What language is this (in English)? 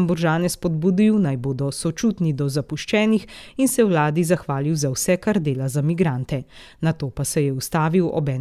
Slovenian